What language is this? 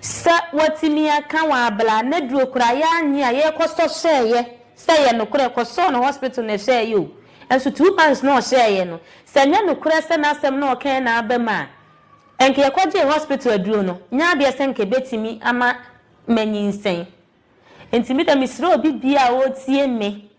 Akan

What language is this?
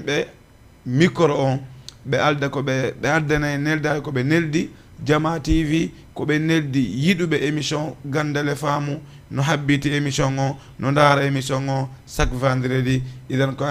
Fula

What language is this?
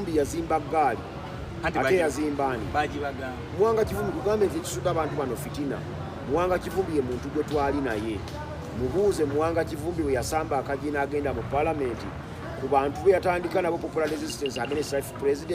Ganda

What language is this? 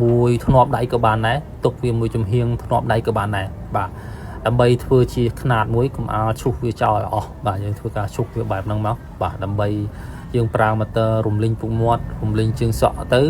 Khmer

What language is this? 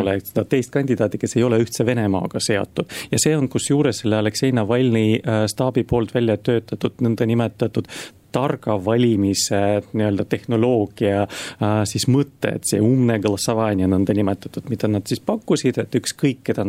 Estonian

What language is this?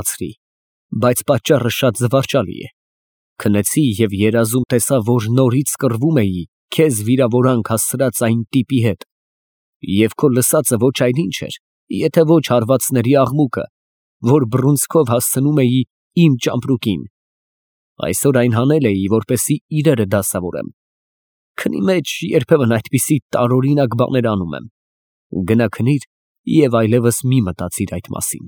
Armenian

